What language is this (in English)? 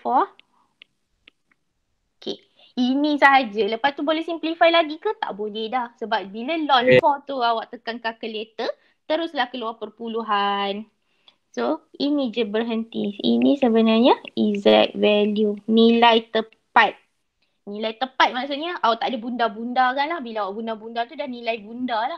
Malay